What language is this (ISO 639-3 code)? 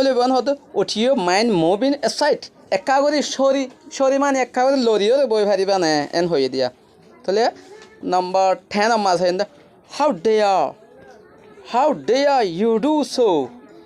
rhg